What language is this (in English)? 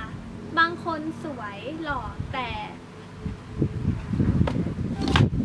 Thai